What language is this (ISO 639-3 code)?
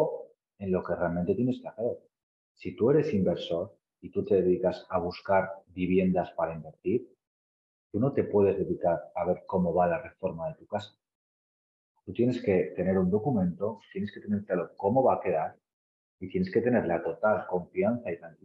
spa